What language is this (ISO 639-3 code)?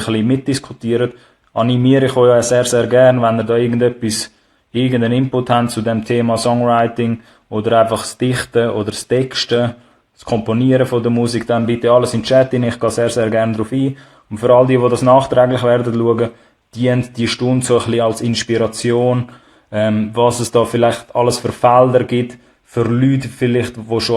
gsw